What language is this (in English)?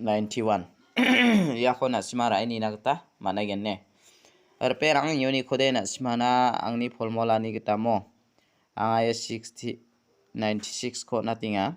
Garo